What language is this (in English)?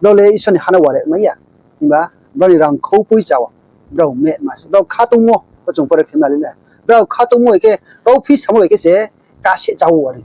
Riang (India)